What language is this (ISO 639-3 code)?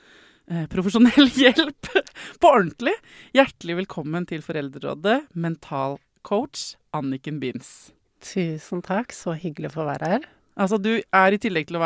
nor